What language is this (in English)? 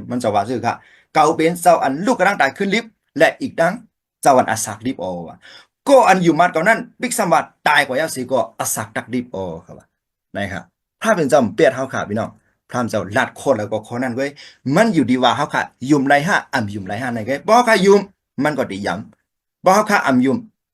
Shan